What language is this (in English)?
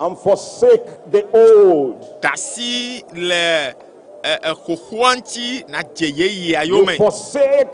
Ewe